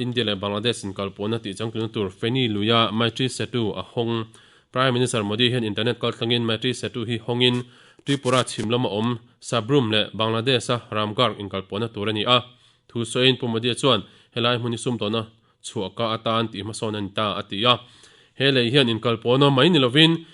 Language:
Mizo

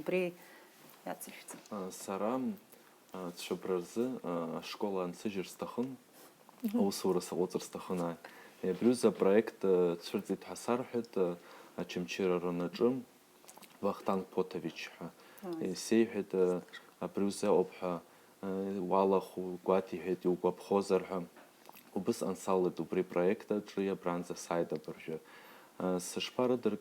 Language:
Abkhazian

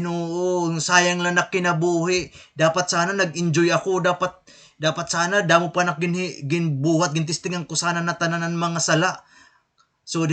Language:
Waray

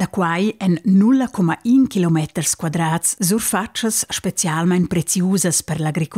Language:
Romansh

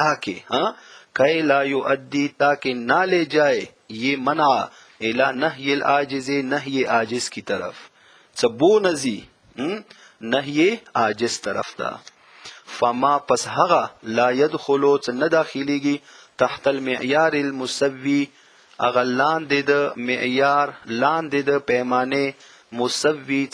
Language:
Pashto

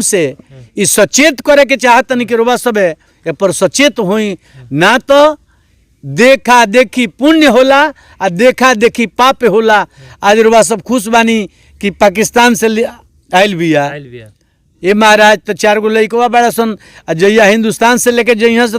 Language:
Bhojpuri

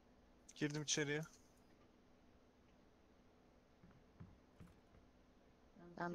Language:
Turkish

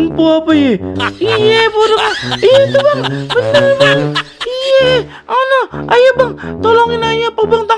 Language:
Betawi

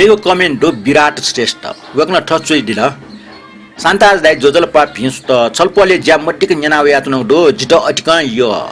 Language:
Newari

